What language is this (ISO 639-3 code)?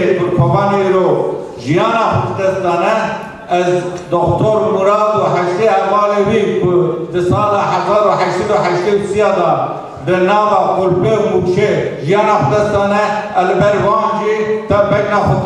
kur